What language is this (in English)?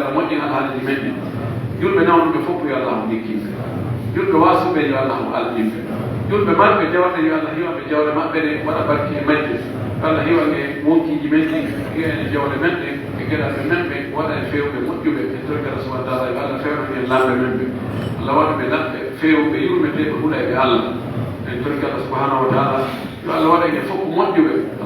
Pular